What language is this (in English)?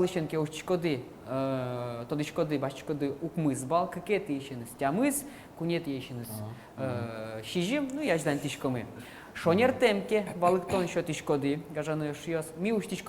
Udmurt